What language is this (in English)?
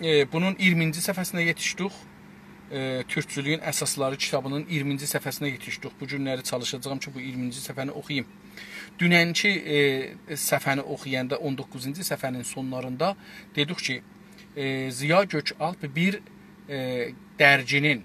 South Azerbaijani